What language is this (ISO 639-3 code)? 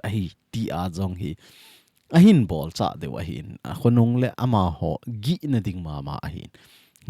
tcz